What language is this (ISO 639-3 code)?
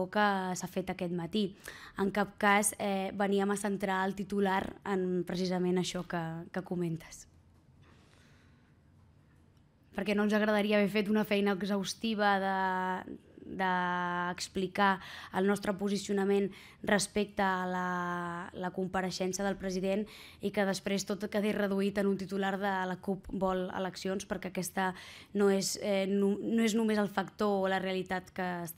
cat